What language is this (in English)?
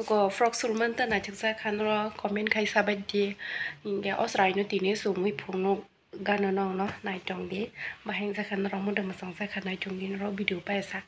Kok Borok